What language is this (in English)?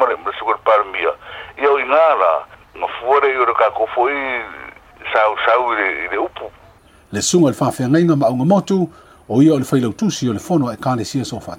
Samoan